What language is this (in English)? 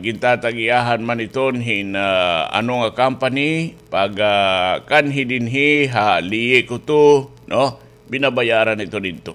Waray